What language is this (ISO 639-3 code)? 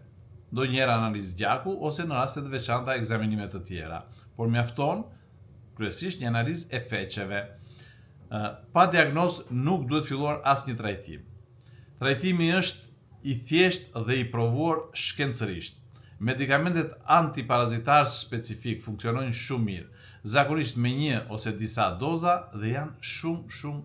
sqi